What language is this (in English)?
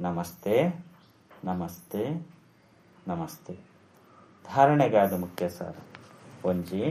Tulu